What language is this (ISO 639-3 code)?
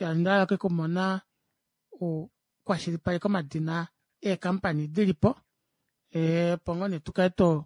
kua